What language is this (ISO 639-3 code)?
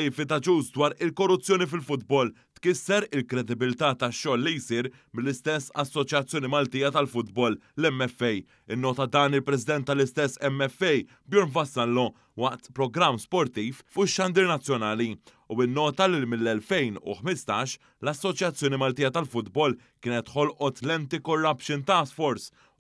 mlt